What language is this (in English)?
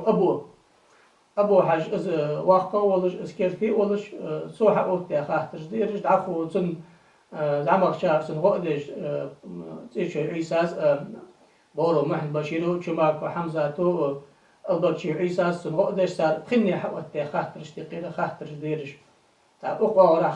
Ingush